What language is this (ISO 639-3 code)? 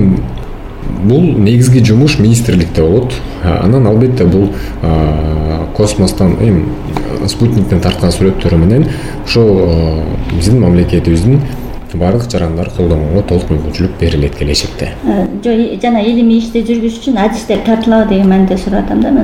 kir